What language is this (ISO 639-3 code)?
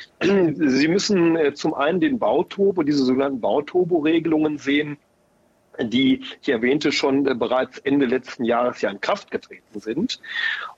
deu